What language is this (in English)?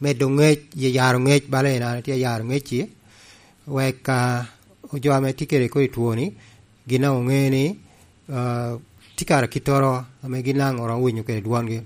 Lango (Uganda)